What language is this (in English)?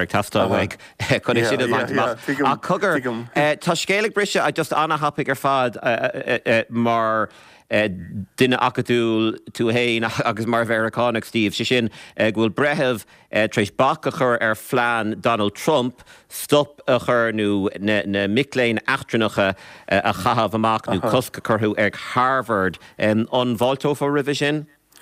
Irish